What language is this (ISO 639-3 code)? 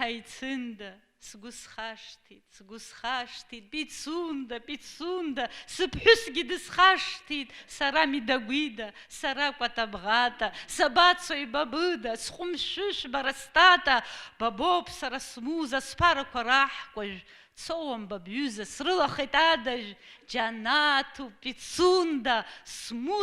abk